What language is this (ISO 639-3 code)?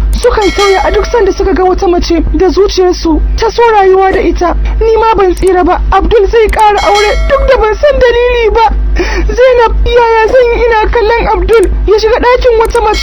hau